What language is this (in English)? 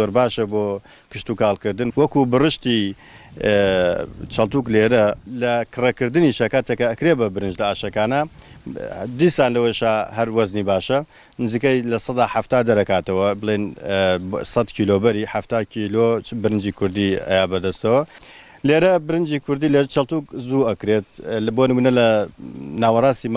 Central Kurdish